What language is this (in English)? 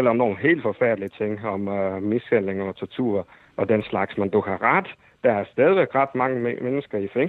Danish